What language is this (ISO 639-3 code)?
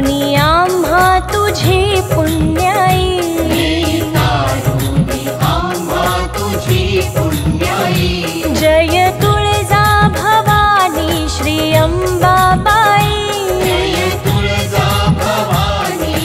mar